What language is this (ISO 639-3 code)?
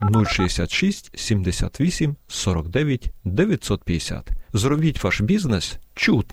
ukr